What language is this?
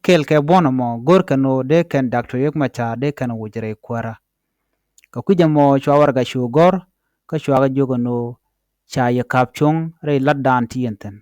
Nuer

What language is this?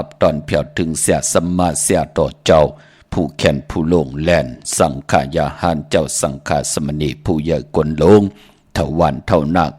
Shan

